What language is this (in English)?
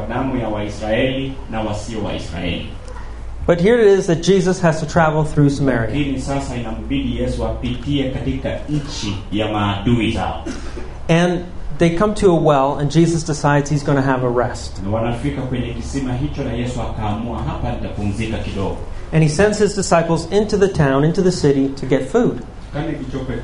Swahili